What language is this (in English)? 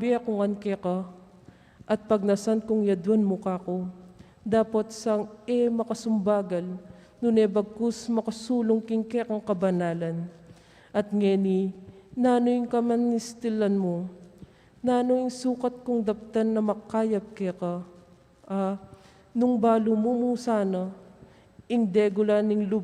Pampanga